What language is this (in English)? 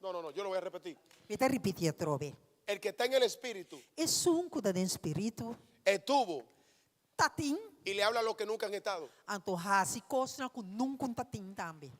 Papiamento